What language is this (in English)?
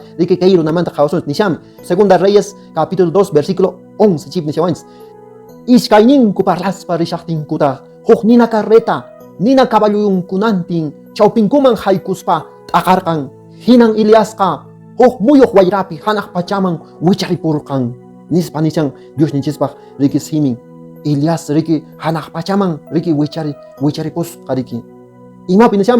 Quechua